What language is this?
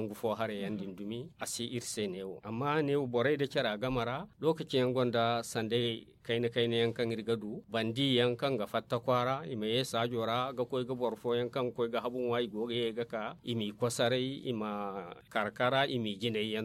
Zarma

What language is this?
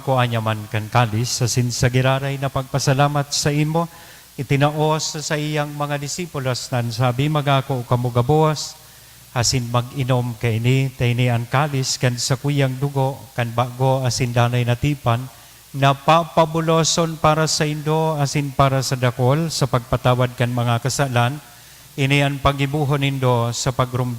Bikol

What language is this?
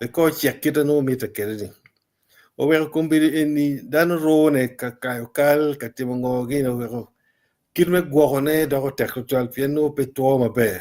Acoli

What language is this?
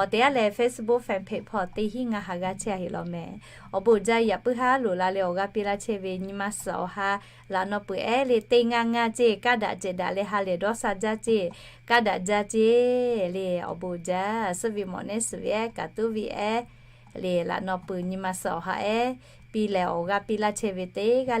Lahu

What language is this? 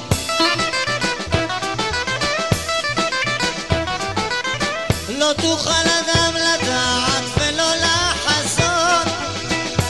Hebrew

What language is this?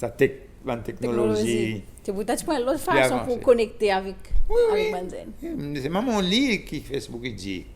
Seselwa Creole French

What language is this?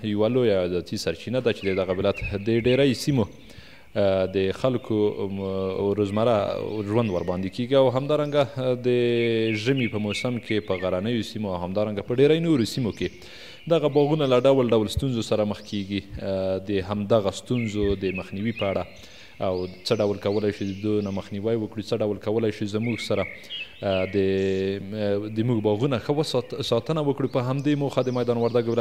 Pashto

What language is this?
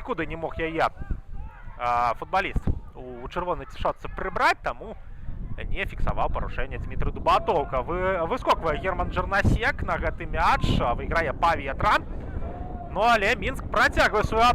Belarusian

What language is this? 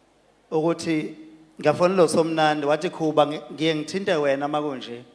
Zulu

